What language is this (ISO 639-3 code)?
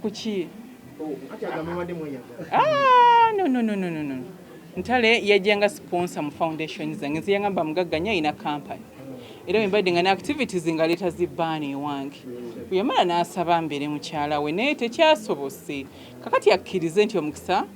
lug